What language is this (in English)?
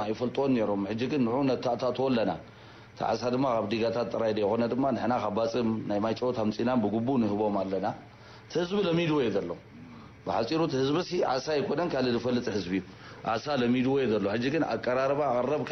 Tigrinya